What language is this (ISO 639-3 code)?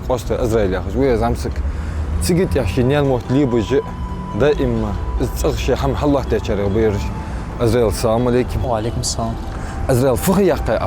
inh